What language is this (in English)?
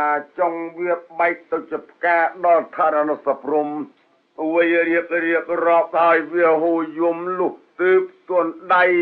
Khmer